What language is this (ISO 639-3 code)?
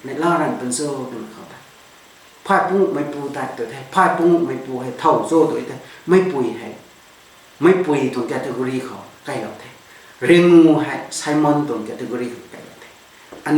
nbu